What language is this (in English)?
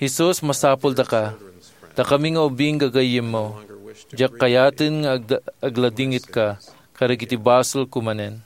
Iloko